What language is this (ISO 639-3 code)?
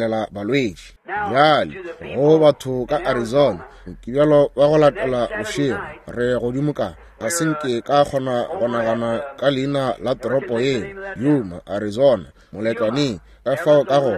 nso